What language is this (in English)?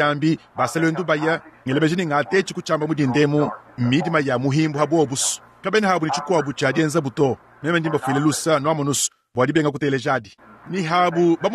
Luba-Lulua